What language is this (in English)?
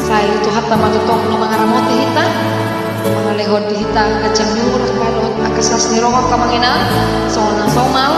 Batak Toba